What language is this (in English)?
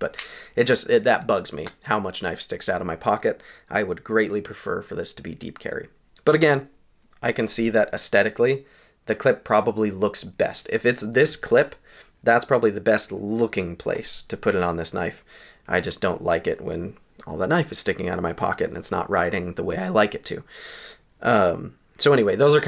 English